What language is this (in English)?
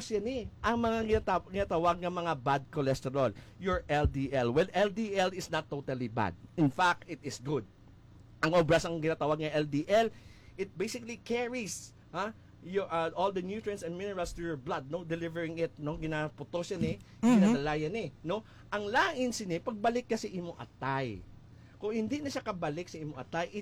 Hiligaynon